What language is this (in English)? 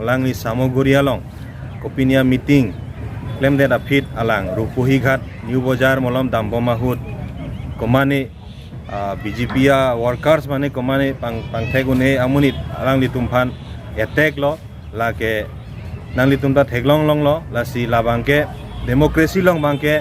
Karbi